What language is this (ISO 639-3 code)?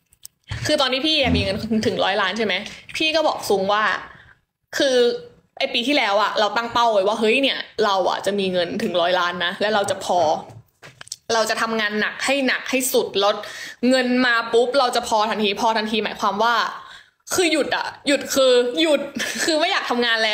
tha